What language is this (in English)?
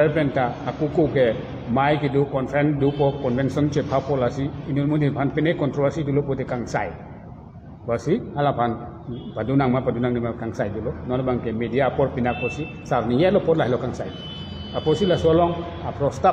Karbi